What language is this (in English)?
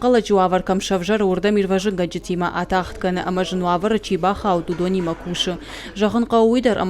Ossetic